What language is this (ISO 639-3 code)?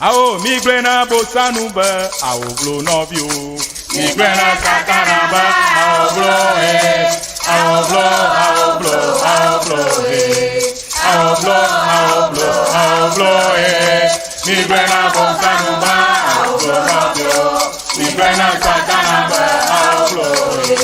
ewe